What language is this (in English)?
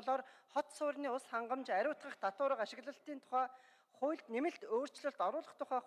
Mongolian